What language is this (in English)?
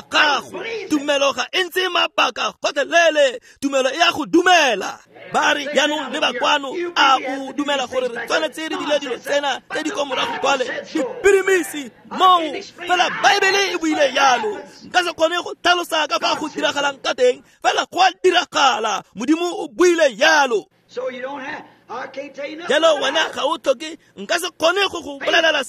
Tswana